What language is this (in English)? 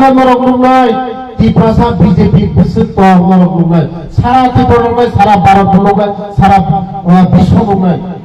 Kok Borok